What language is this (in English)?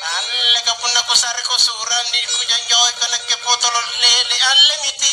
Makasar